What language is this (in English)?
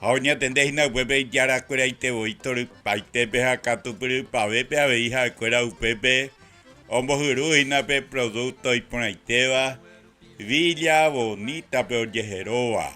Guarani